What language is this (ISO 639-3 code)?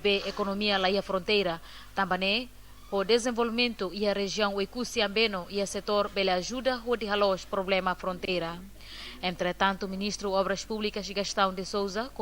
tet